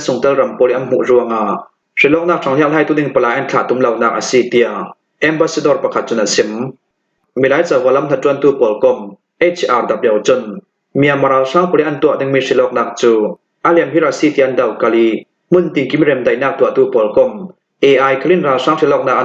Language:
Falam Chin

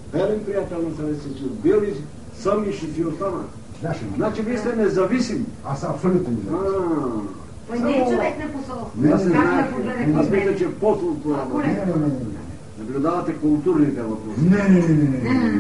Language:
Bulgarian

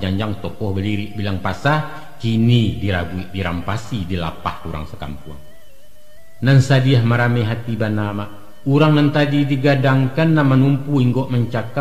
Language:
Minangkabau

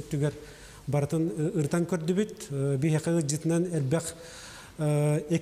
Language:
Yakut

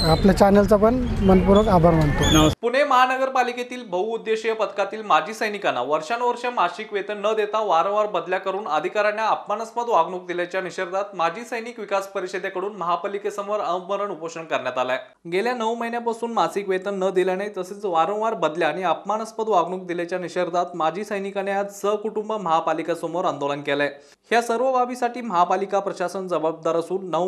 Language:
Marathi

